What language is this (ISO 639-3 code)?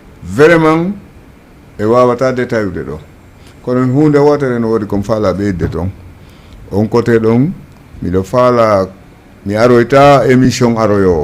ful